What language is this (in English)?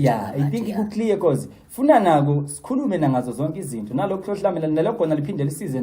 Zulu